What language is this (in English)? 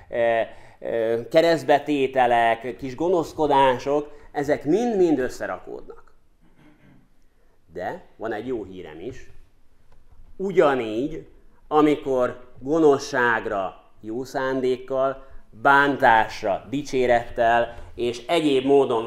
Hungarian